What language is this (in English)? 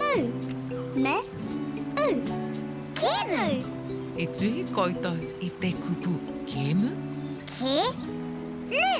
Māori